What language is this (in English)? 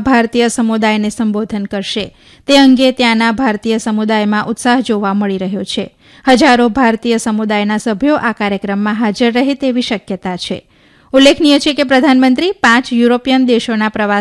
Gujarati